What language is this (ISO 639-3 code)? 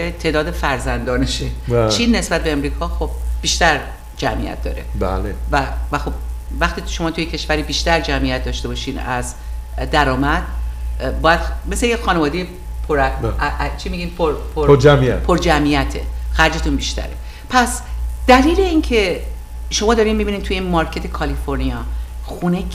fas